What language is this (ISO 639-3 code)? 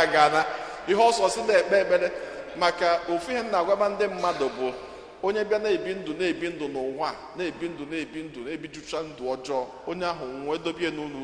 ibo